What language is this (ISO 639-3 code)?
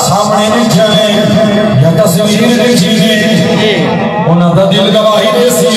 skr